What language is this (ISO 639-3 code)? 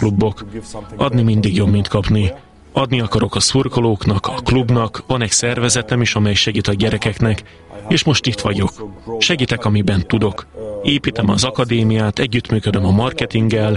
hun